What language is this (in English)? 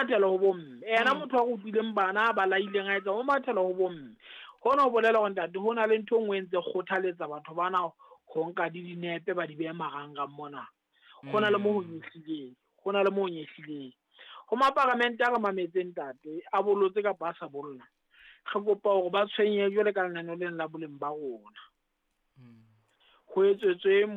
Southern Sotho